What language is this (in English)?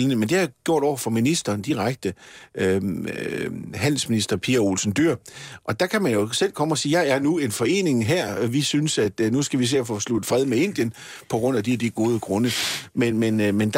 Danish